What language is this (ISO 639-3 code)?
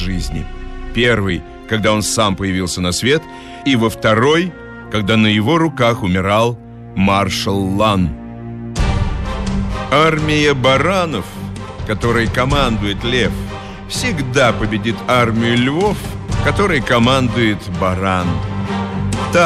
rus